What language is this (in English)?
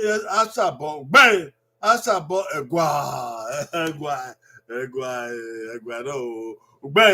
Bini